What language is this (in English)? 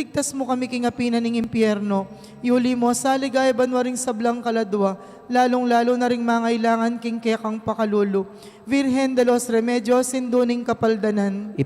Pampanga